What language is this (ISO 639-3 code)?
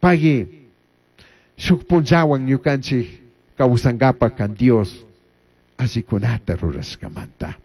qug